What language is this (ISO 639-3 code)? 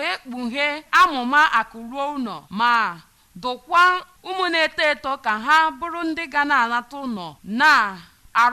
ibo